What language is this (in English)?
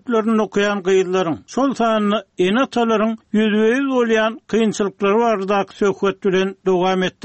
Turkmen